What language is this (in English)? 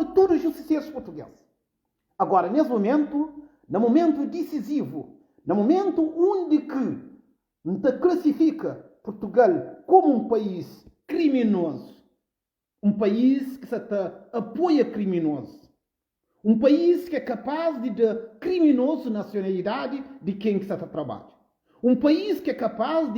Kabuverdianu